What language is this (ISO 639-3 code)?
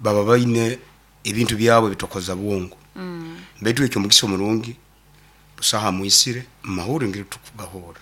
nyn